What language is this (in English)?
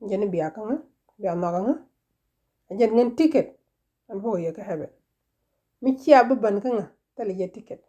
Nuer